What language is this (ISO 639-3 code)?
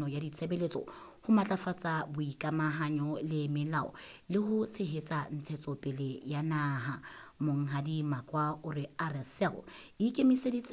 sot